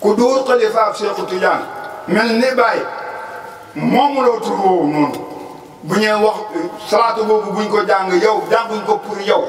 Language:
Wolof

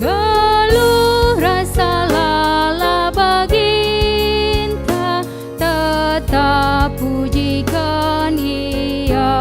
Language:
Batak Karo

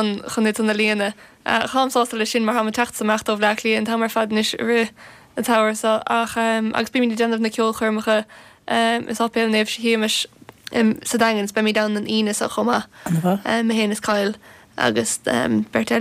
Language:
Irish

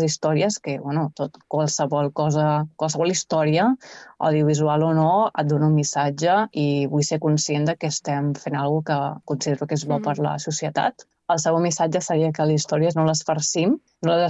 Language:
Catalan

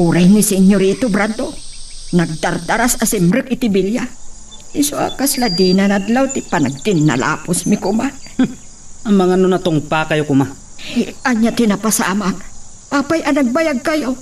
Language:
Iloko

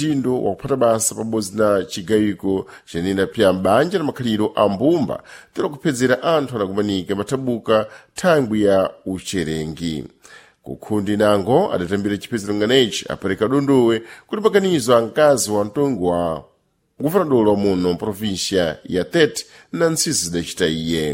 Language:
Sena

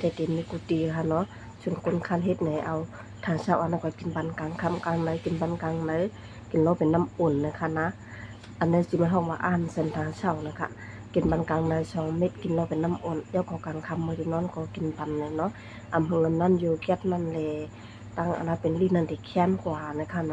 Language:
Shan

